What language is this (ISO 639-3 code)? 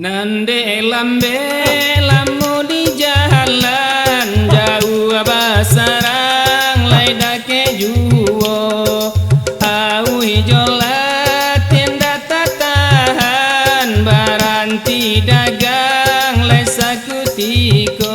min